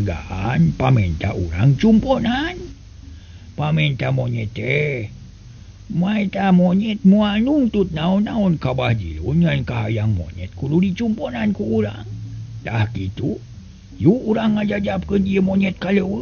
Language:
Sundanese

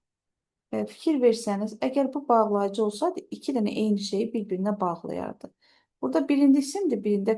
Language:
Azerbaijani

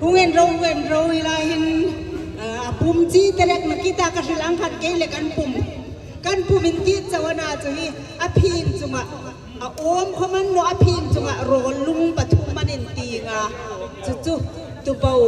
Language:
Hmar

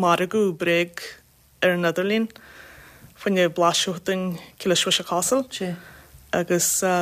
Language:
Irish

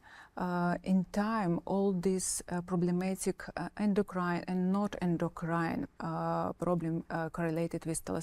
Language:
Divehi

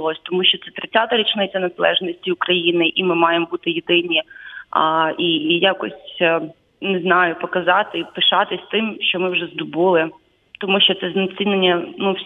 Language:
Ukrainian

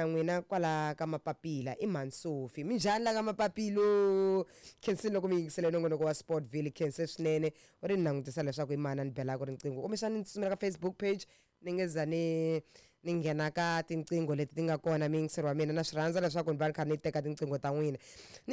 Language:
Tsonga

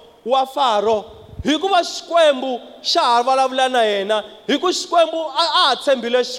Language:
Tsonga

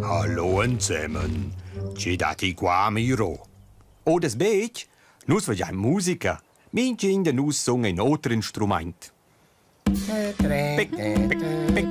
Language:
Romansh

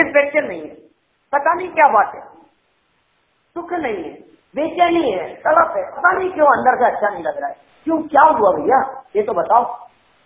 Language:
Hindi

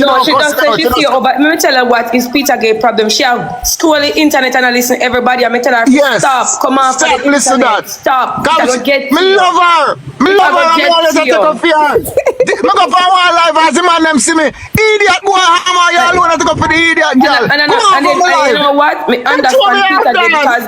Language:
Jamaican Creole English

